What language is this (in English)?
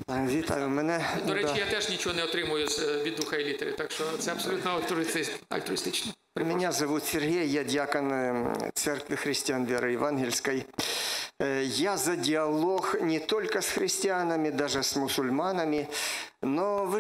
Ukrainian